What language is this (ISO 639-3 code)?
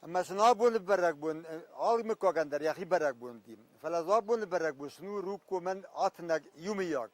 oss